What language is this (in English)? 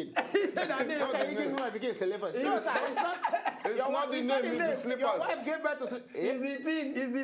Nigerian Pidgin